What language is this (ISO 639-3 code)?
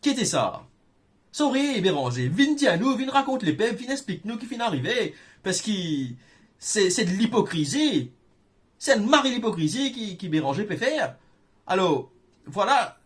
mfe